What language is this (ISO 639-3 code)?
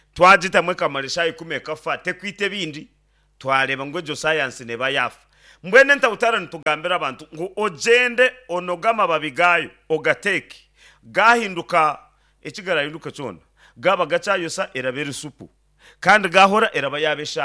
nyn